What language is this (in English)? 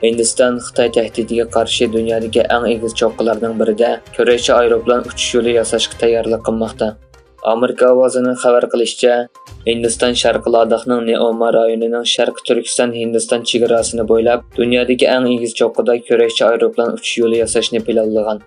Uyghur